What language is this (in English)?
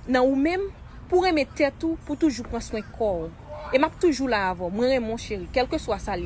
Haitian Creole